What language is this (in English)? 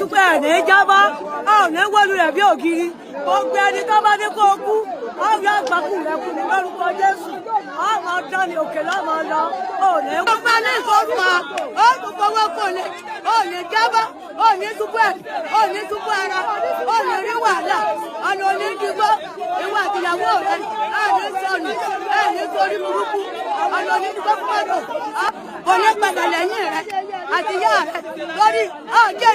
Yoruba